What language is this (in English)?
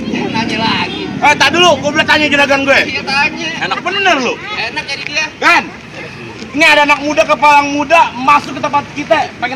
Betawi